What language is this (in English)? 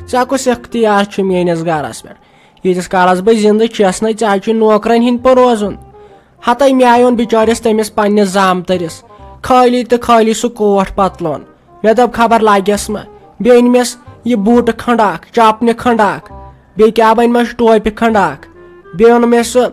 Kashmiri